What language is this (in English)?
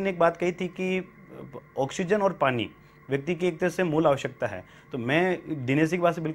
Hindi